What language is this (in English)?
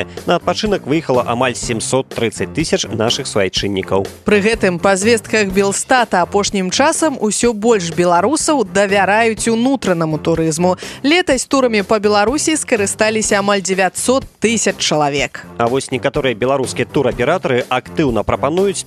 Belarusian